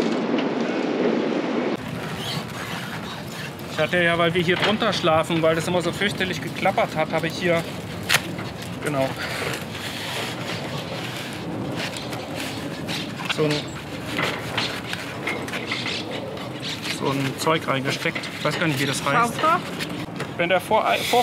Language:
German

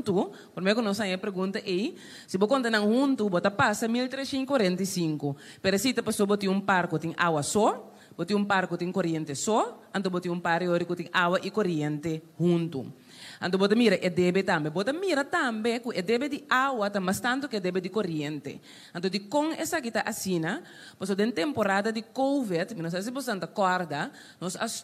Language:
Papiamento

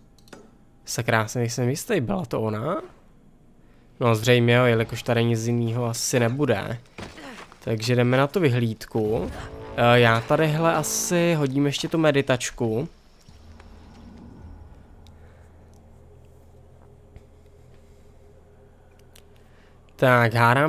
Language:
Czech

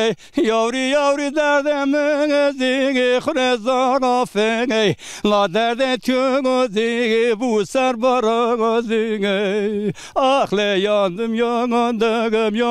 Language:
Zaza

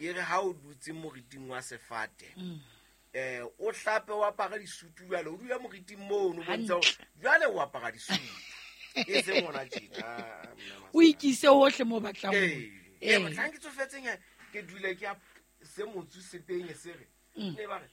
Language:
Southern Sotho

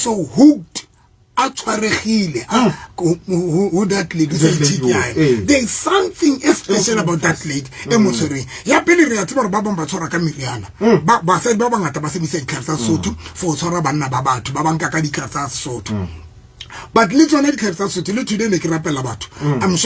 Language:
Southern Sotho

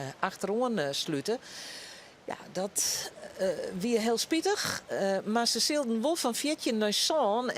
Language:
Western Frisian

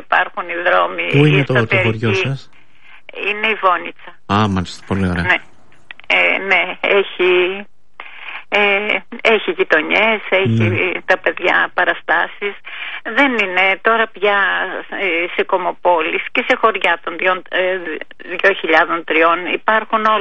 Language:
Greek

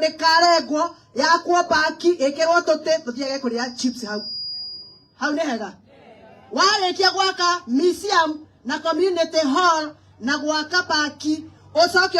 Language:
Kikuyu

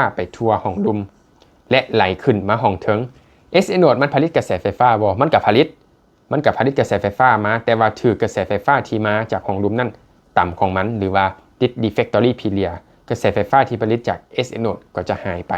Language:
Lao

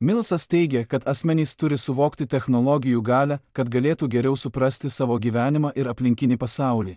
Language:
Lithuanian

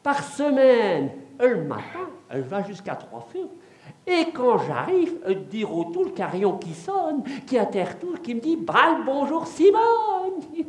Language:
Picard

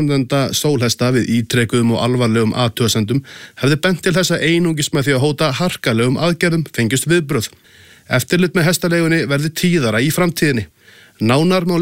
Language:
Icelandic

